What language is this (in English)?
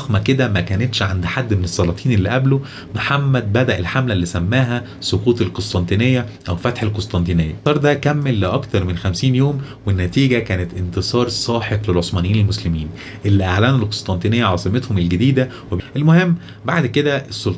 Egyptian Arabic